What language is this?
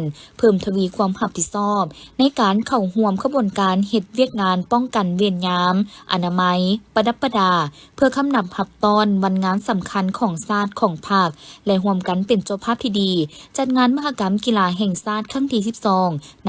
Lao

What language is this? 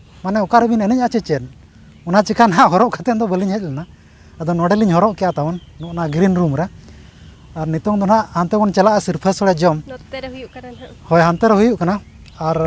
Santali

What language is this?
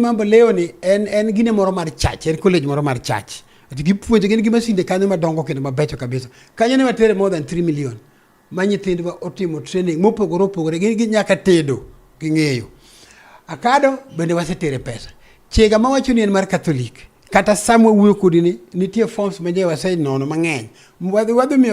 Luo (Kenya and Tanzania)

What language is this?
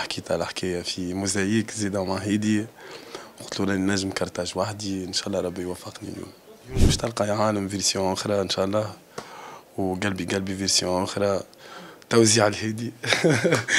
Tunisian Arabic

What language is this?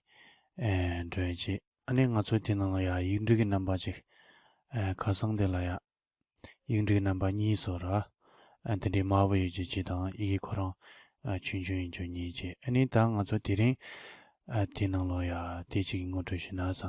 Tibetan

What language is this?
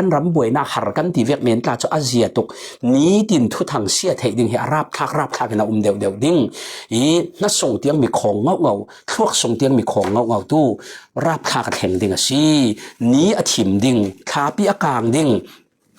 Falam Chin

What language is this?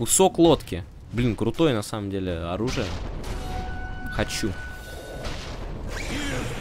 Russian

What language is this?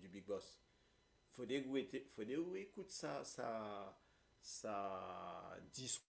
Morisyen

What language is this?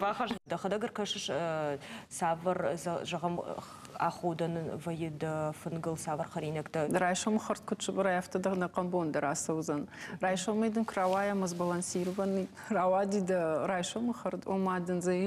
Ossetic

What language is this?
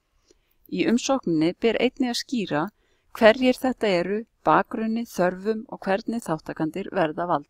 Icelandic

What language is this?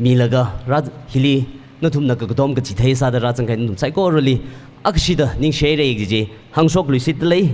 Tangkhul Naga (India)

